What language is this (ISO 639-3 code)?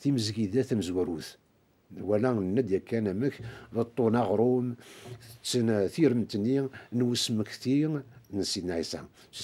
kab